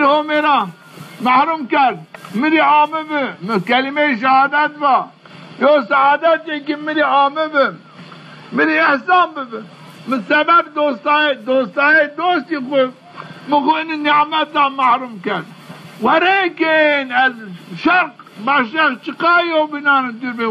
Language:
Zaza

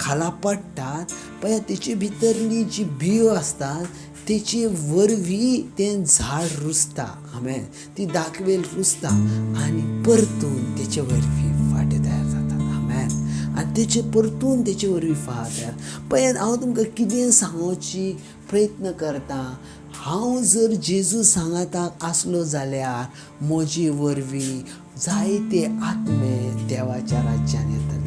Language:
Konkani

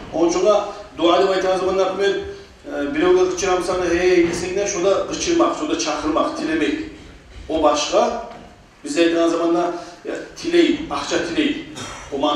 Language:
Kumyk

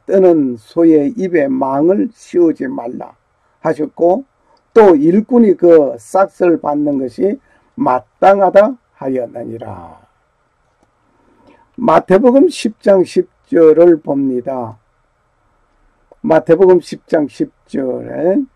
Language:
Korean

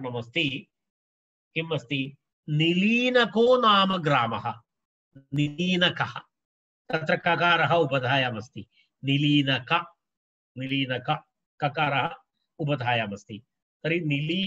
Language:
Sanskrit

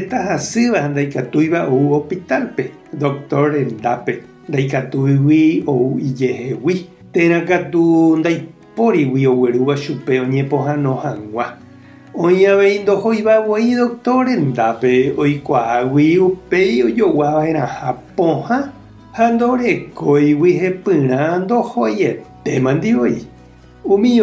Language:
Guarani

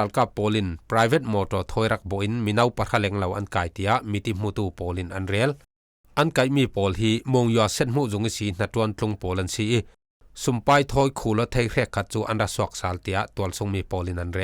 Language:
Falam Chin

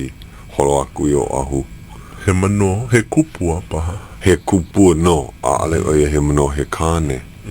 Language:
Hawaiian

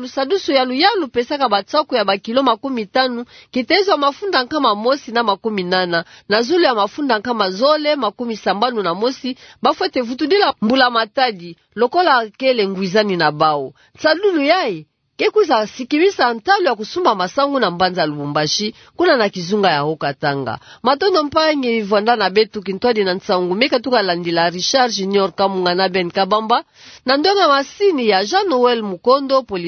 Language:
Kituba (Democratic Republic of Congo)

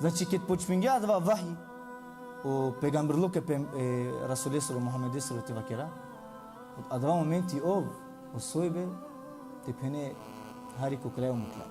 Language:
Balkan Romani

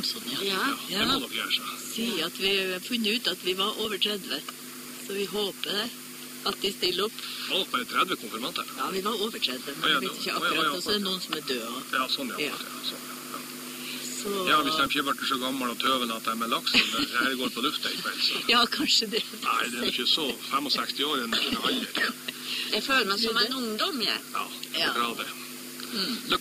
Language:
Norwegian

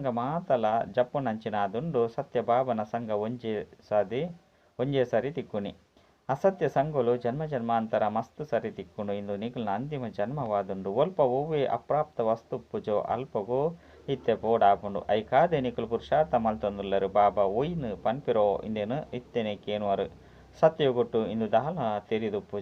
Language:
Tulu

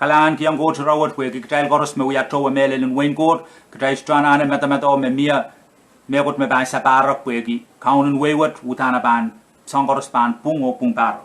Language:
Pohnpeian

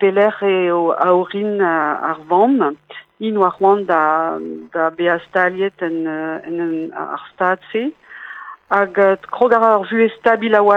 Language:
Breton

